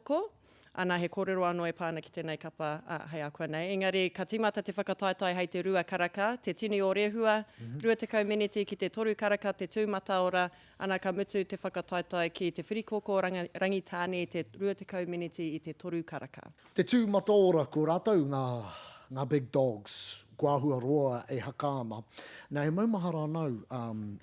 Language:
Māori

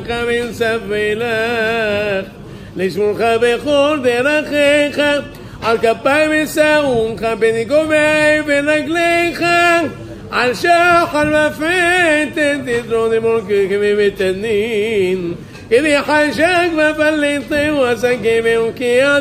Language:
Hebrew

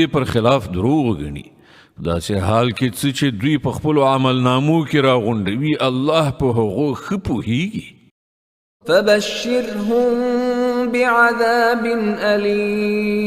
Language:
Pashto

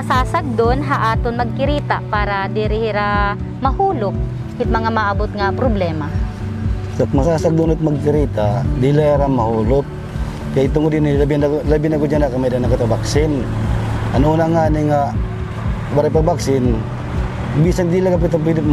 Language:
Waray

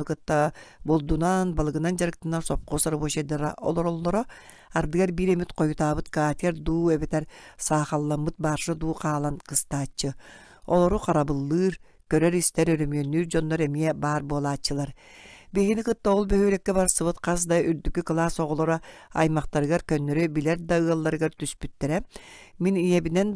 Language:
Yakut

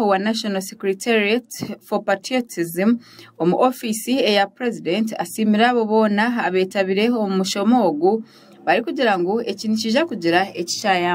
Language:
Nyankole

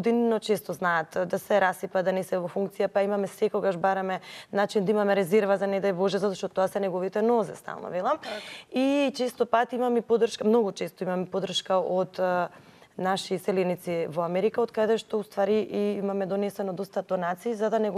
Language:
Macedonian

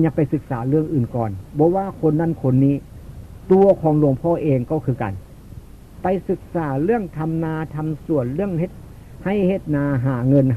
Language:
Northeastern Thai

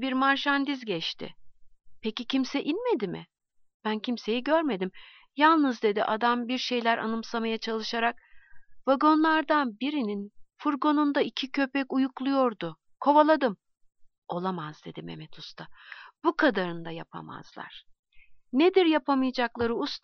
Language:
Turkish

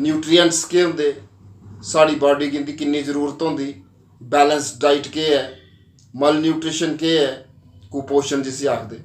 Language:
Dogri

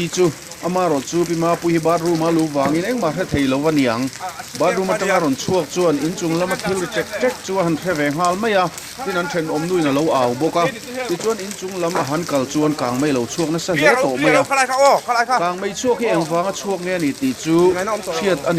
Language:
Mizo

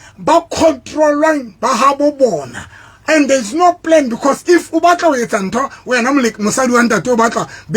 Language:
Southern Sotho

